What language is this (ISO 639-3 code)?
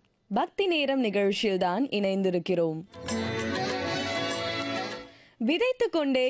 tam